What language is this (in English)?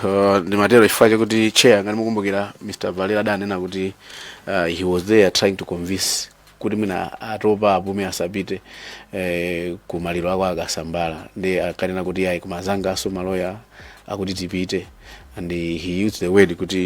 Nyanja